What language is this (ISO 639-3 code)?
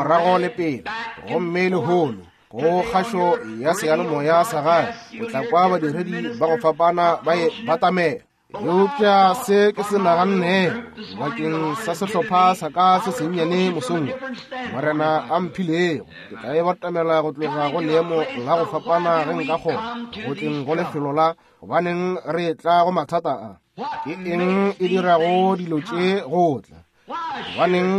nso